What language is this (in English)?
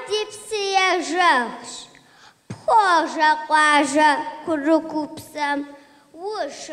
Kabardian